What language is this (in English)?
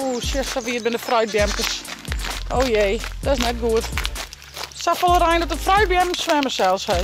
Western Frisian